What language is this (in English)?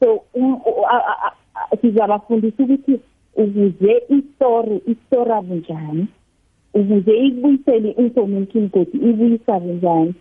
South Ndebele